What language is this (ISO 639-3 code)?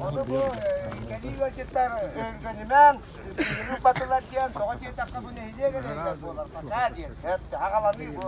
sah